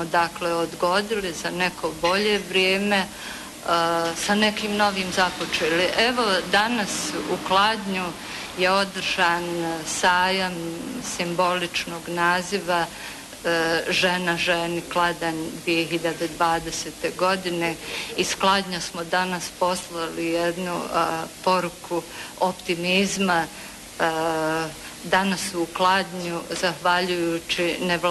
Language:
Bosnian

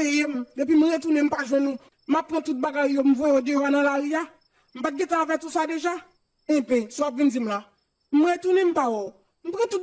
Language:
Haitian Creole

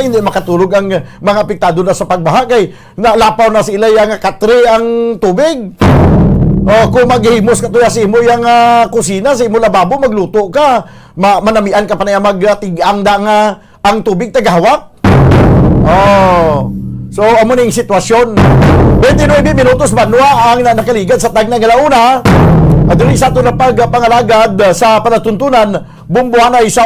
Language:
Hiligaynon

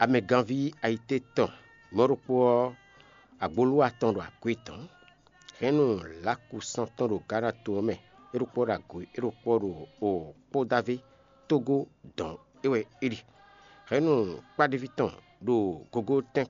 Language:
Fon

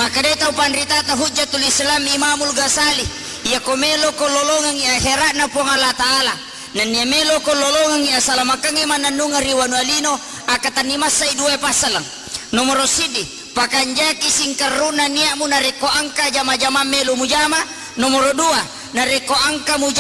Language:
Buginese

